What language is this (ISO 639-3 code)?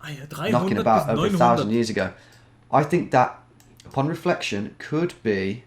gsw